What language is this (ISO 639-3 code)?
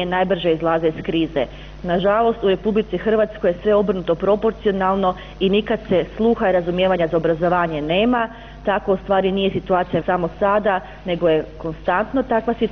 hrv